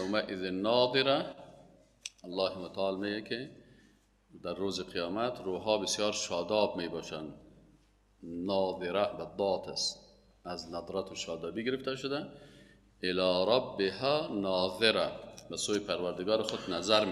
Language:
Persian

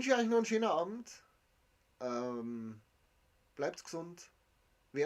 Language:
Bavarian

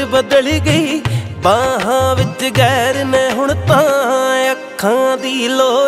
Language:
Punjabi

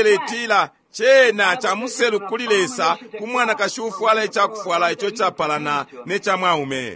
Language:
Bemba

